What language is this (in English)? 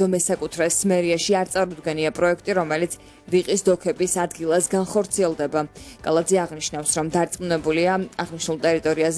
Georgian